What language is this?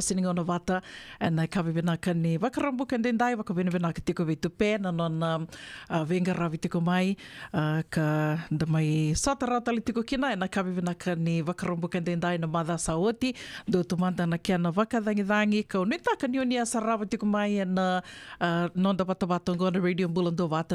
Fijian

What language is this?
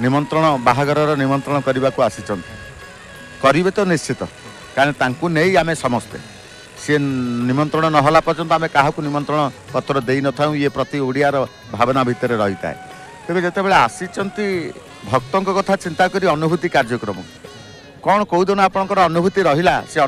Odia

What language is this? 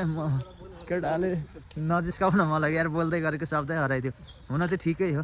Nepali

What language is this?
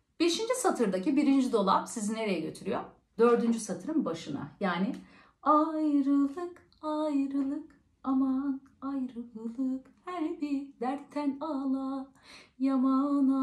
Turkish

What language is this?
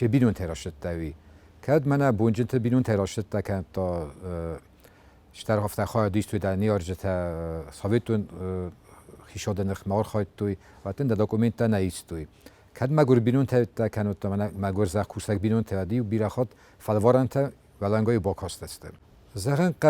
Ossetic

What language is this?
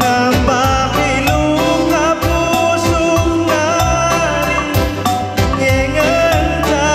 Batak Karo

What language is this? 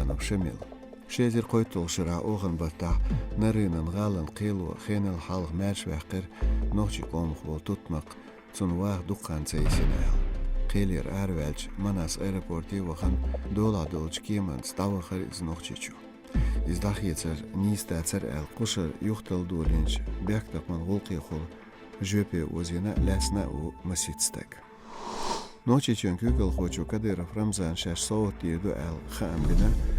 Chechen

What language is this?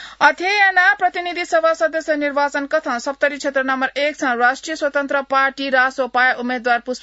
Newari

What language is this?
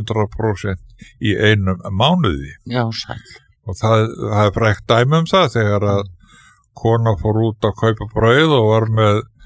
Icelandic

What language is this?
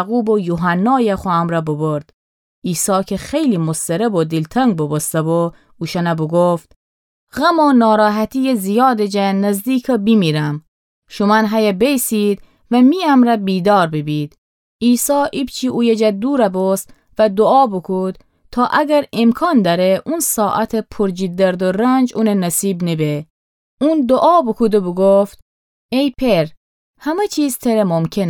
Gilaki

